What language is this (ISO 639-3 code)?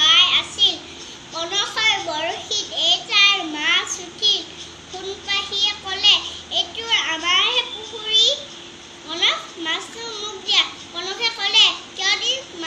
asm